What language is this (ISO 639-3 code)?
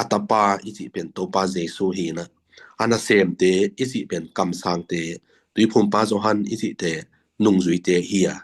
ctd